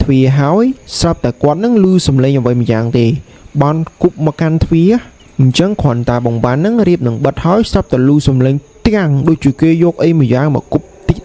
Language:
Khmer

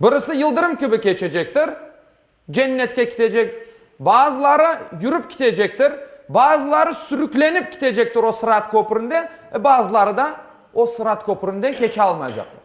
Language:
Crimean Tatar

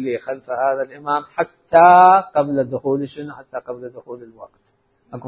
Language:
Mesopotamian Arabic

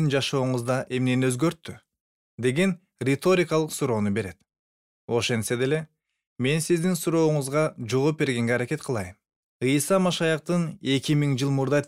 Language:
Kyrgyz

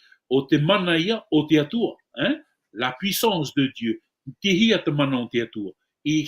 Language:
Tahitian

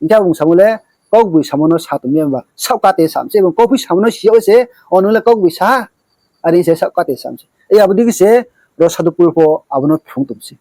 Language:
Riang (India)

